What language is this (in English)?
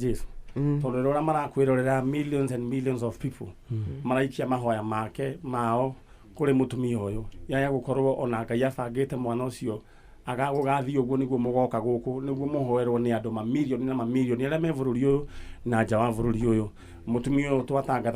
Kikuyu